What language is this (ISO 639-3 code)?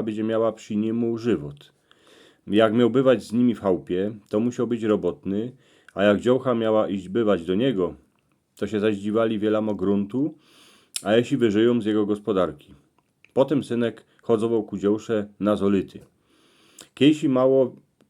szl